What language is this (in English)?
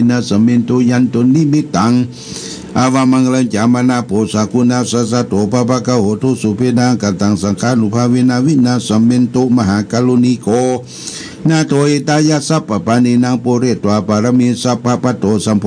Pali